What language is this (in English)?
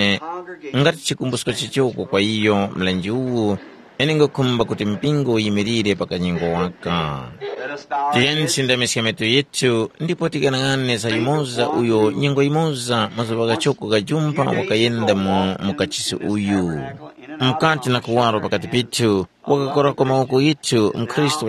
Tumbuka